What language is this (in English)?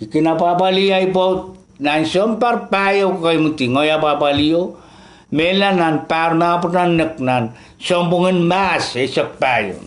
Pohnpeian